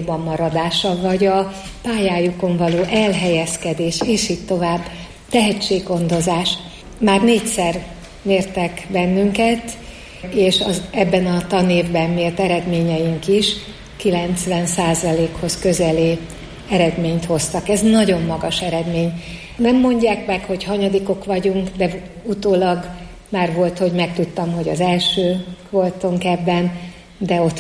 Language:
Hungarian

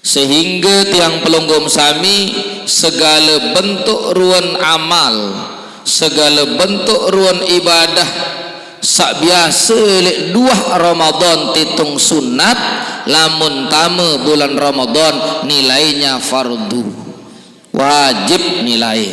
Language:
Sasak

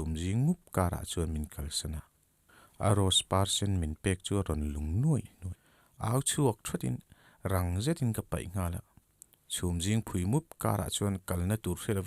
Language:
Mizo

